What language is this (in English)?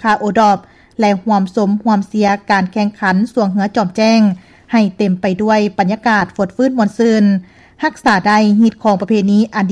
Lao